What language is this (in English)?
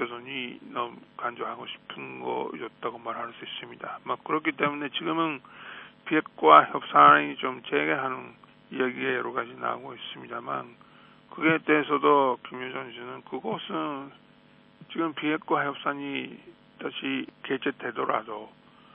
Korean